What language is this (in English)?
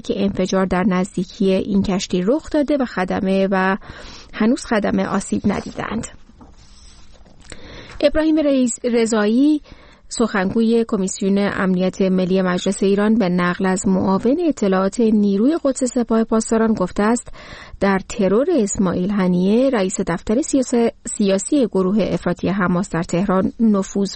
Persian